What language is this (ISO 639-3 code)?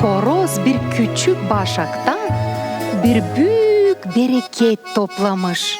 gag